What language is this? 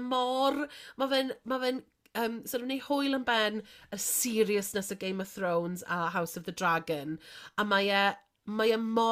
Welsh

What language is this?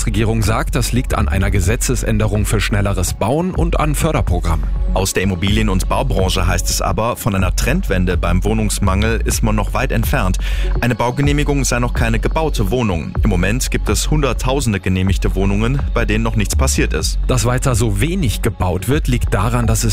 German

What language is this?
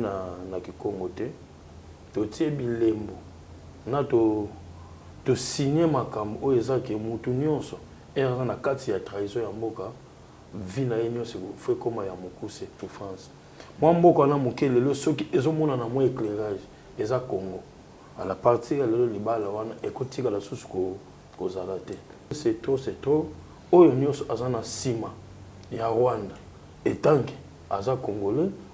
Lingala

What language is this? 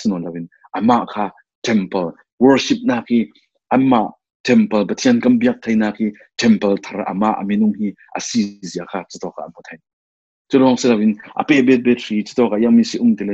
Falam Chin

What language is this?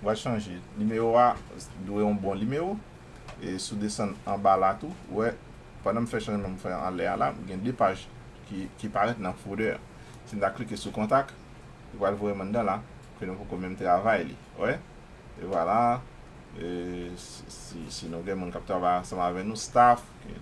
Haitian Creole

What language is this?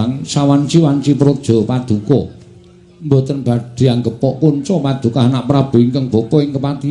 Javanese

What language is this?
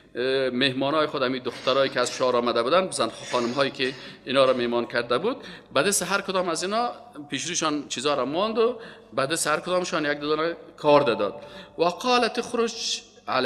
Persian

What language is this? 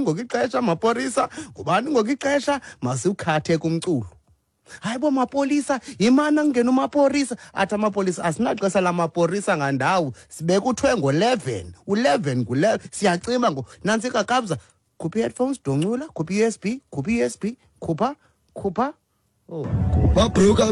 Xhosa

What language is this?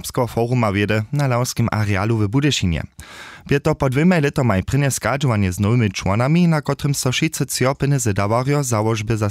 Upper Sorbian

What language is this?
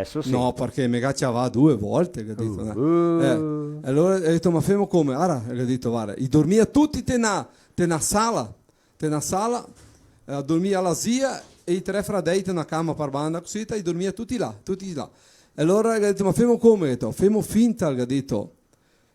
Venetian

